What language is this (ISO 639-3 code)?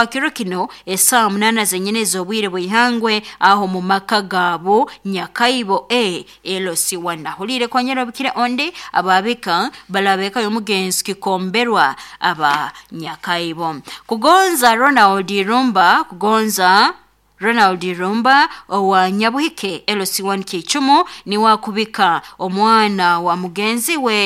nyn